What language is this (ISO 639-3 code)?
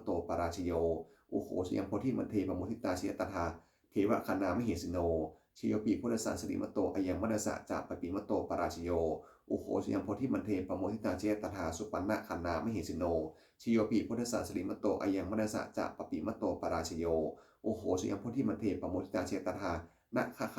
pli